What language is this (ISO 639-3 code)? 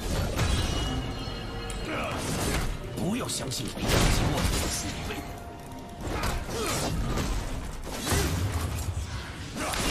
zho